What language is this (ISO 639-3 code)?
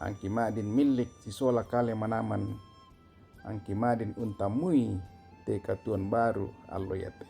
sda